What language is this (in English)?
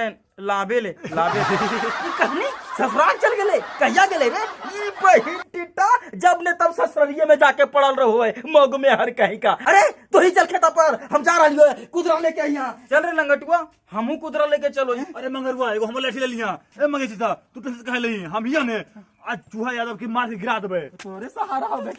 Magahi